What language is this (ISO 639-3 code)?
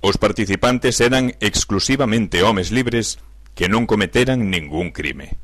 glg